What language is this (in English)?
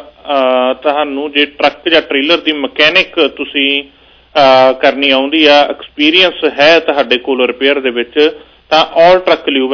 Punjabi